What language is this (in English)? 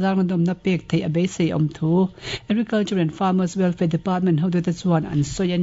Mizo